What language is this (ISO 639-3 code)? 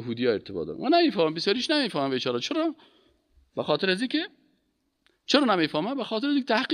fas